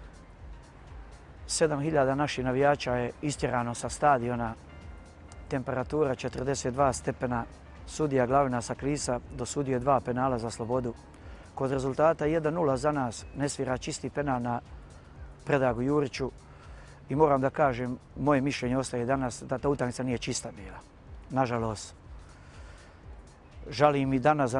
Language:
Bosnian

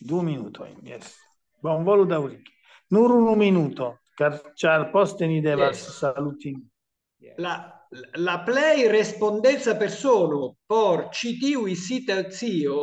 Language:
Esperanto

